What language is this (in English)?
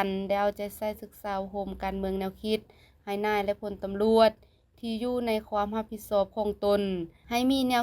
Lao